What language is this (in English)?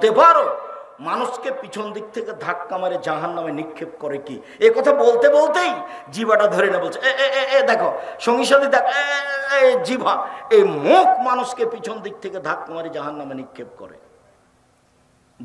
Bangla